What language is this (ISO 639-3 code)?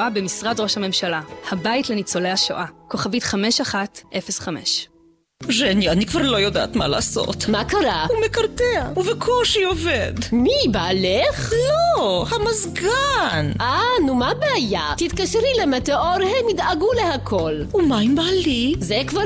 heb